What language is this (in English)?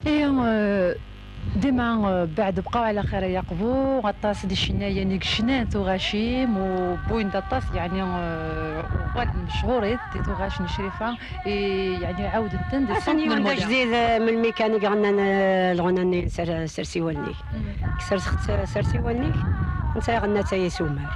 Kabyle